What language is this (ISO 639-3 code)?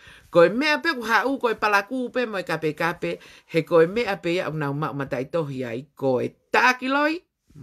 ton